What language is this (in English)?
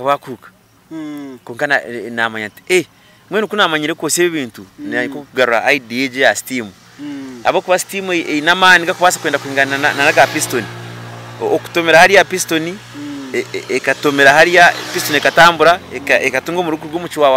Nyankole